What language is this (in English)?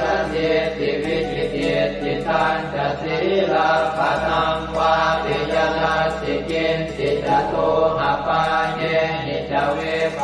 Pali